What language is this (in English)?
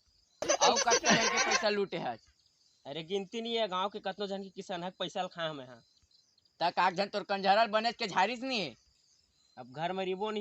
Chhattisgarhi